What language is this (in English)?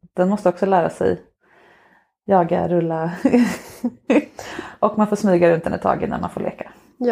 Swedish